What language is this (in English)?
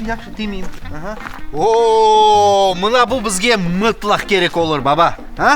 Crimean Tatar